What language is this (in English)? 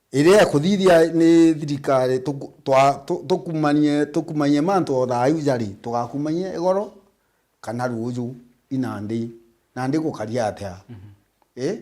Meru